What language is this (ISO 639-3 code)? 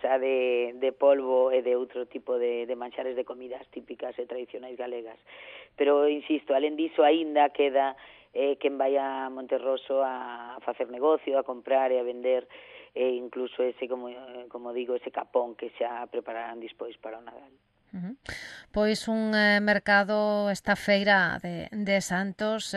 glg